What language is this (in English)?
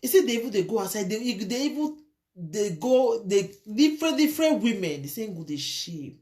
Nigerian Pidgin